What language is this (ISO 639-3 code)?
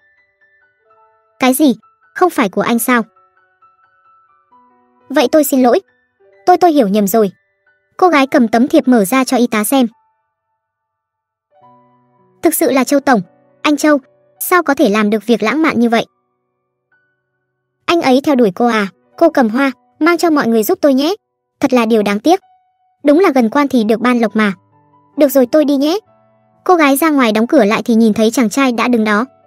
vie